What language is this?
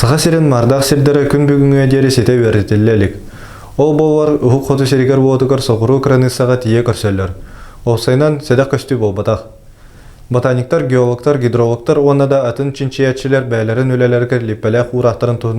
Yakut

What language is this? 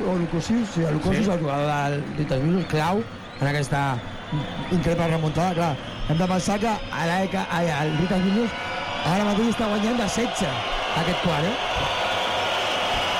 Catalan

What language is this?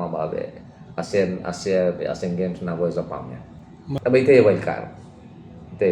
Tetum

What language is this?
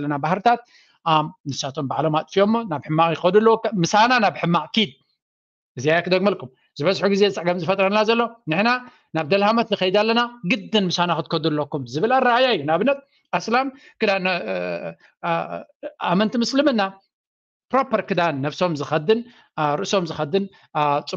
Tigrinya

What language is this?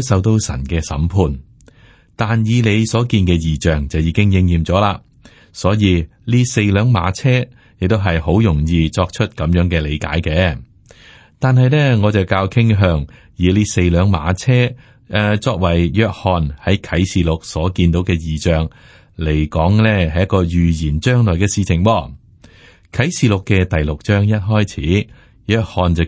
Cantonese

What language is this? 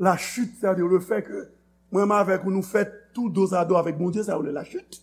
Haitian Creole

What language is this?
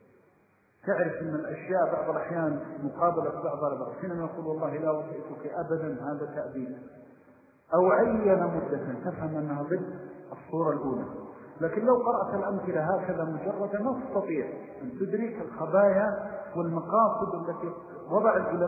Arabic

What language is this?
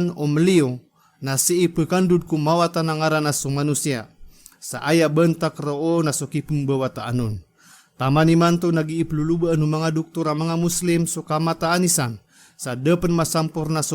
Maranao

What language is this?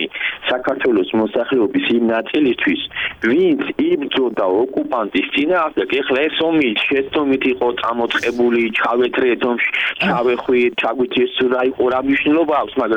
Georgian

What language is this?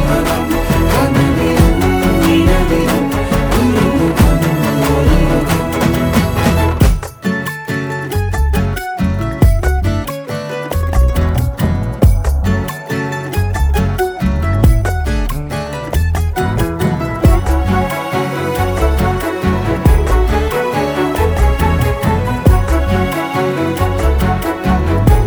Malayalam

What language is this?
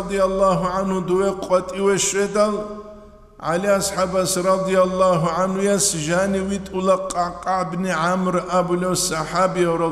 Avaric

